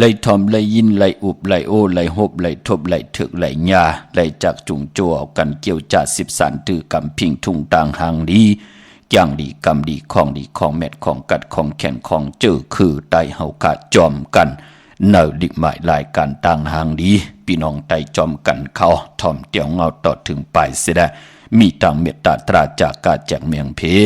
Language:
Shan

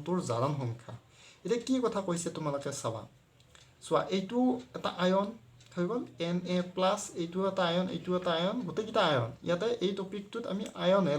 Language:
Assamese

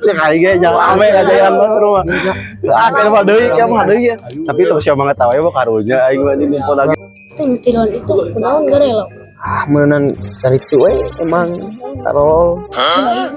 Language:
Sundanese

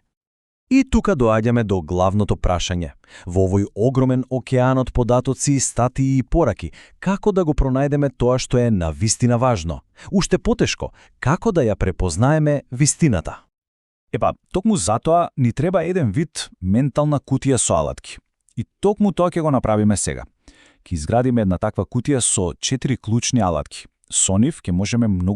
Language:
Macedonian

